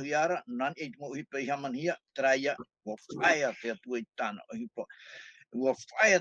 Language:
Tahitian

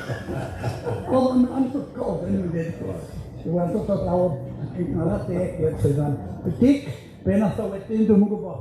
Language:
Welsh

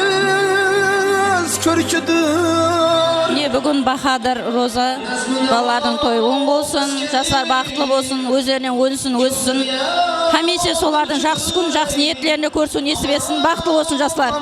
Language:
Kara-Kalpak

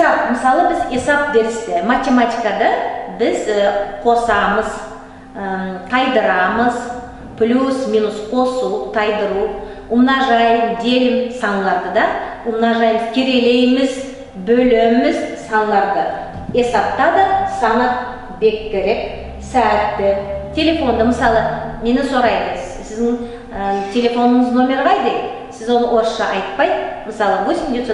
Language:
Nogai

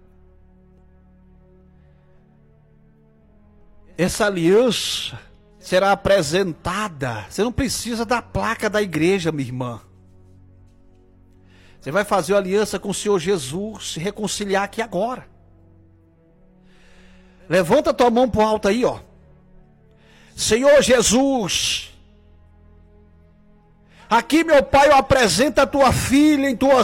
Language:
Portuguese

